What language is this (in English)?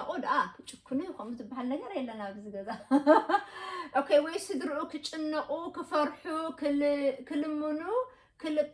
Tigrinya